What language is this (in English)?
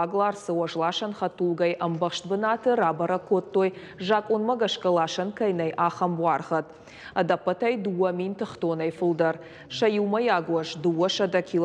Ossetic